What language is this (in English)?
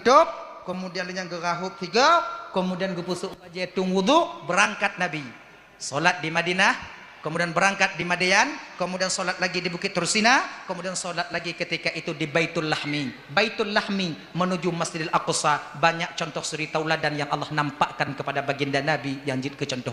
Achinese